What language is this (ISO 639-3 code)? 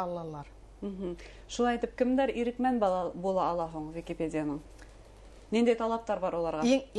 bak